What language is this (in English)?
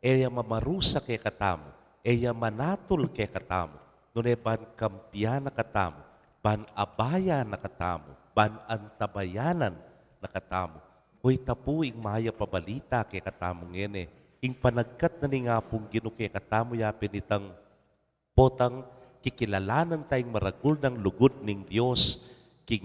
Pampanga